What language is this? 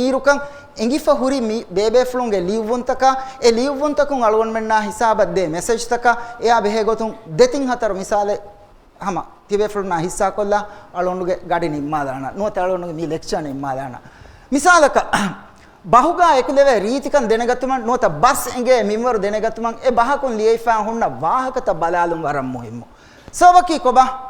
Divehi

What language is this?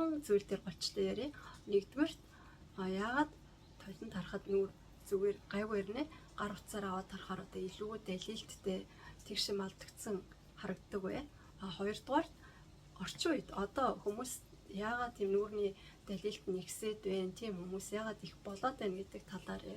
Mongolian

